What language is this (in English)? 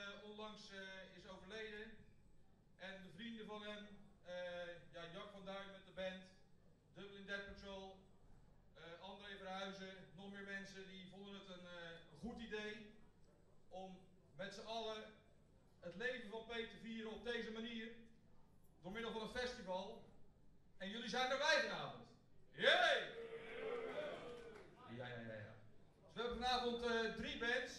Dutch